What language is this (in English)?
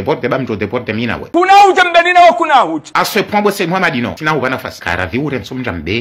Ngazidja Comorian